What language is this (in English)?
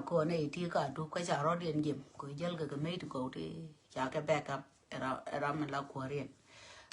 Nuer